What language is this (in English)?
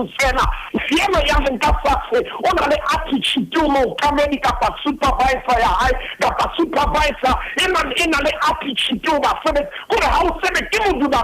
Southern Sotho